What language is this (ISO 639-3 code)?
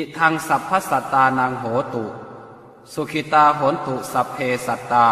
pli